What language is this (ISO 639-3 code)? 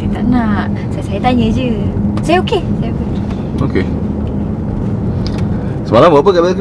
msa